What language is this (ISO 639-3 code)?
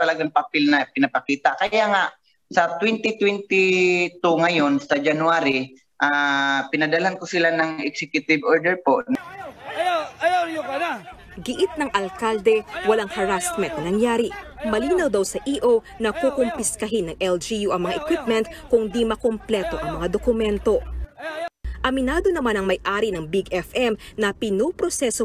fil